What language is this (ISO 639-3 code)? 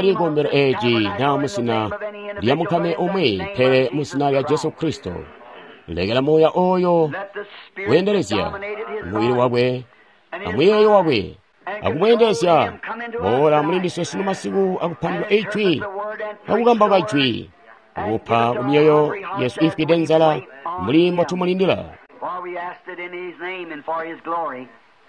toi